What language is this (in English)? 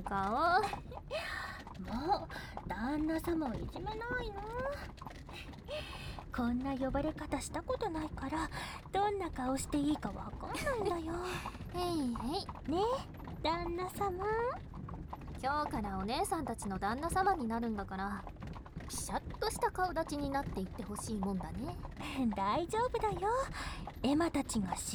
Japanese